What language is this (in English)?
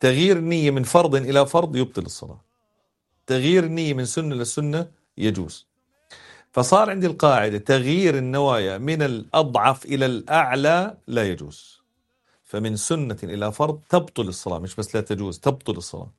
North Levantine Arabic